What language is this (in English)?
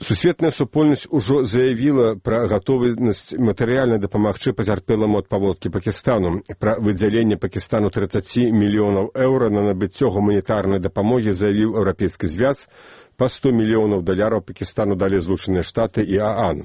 Belarusian